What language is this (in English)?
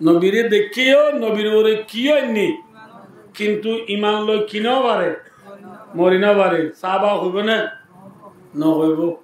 Rohingya